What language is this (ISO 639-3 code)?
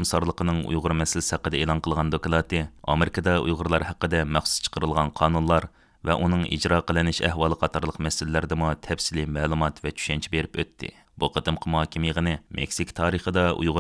uig